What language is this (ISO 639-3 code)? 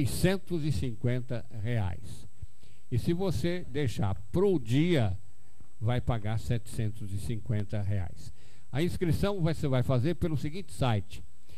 por